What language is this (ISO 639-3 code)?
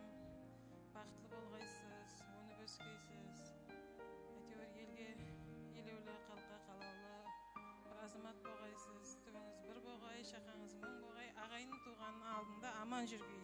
kaa